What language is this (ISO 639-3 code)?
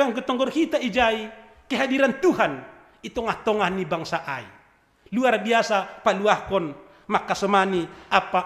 bts